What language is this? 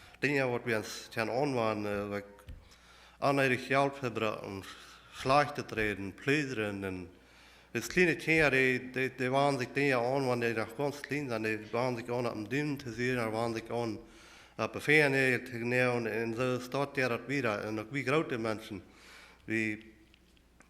Plautdietsch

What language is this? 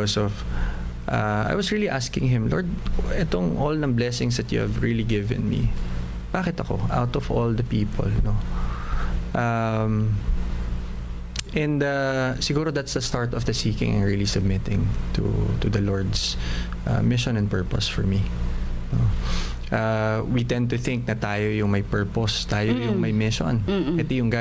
Filipino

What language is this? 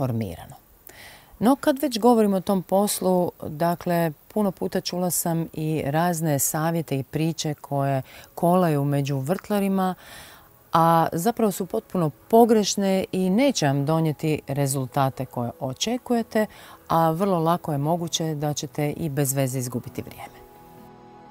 Croatian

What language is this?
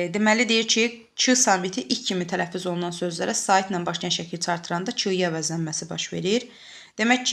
Azerbaijani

